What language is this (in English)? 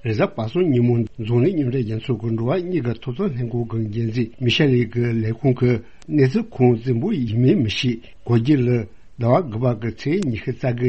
Tibetan